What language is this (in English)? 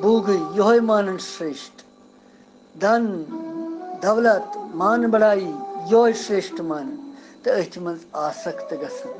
Kashmiri